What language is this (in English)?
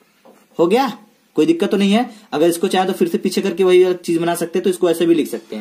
Hindi